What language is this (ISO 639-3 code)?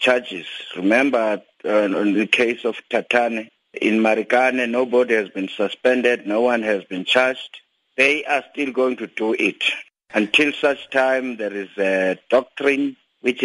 eng